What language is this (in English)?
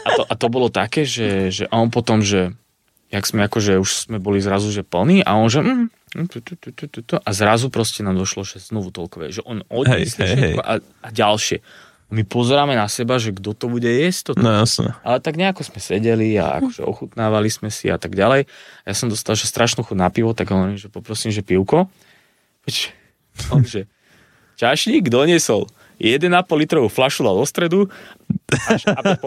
Slovak